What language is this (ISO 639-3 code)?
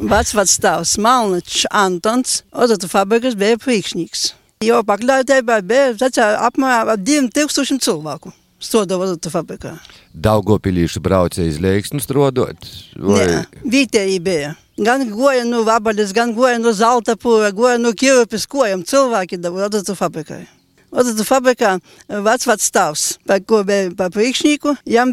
lav